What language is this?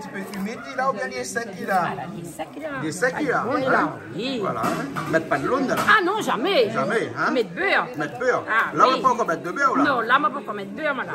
Réunion Creole French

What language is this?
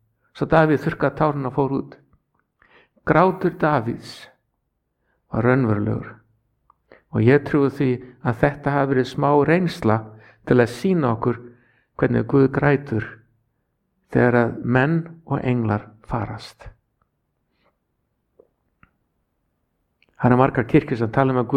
Icelandic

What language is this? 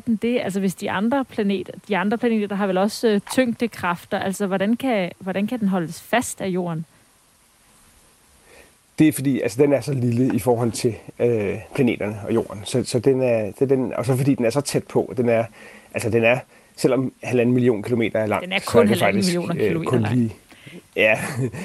Danish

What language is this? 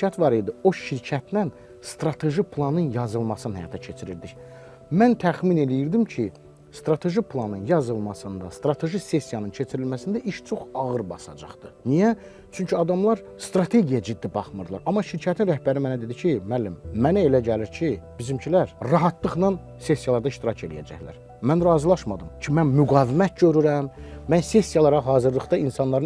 Azerbaijani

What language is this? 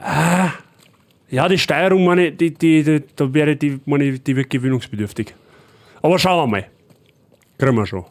Bavarian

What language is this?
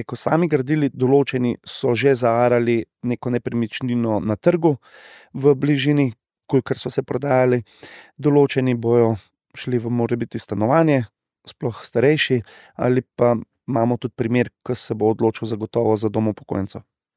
Slovenian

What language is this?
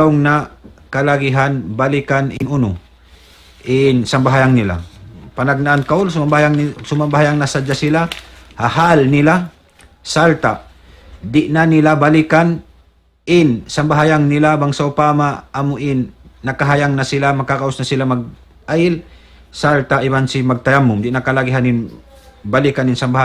Tausug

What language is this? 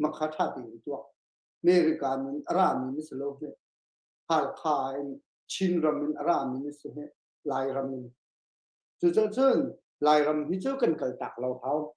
Hakha Chin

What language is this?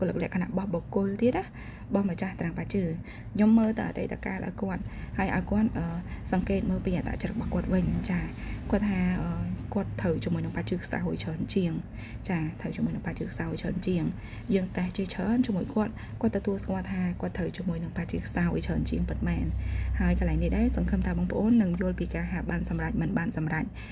Khmer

